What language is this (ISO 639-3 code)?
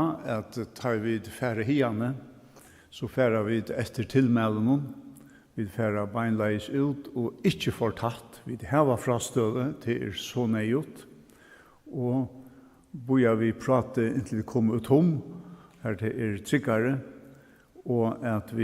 fao